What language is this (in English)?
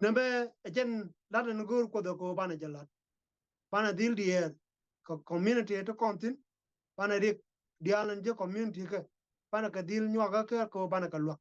Nuer